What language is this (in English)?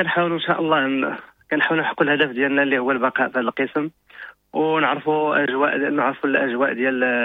Moroccan Arabic